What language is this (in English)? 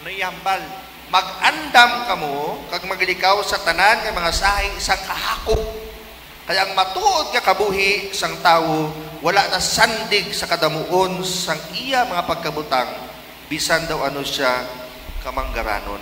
Hiligaynon